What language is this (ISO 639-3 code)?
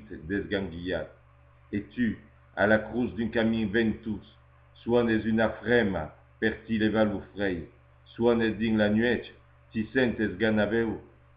oci